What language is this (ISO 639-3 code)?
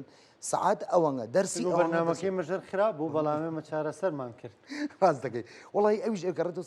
ckb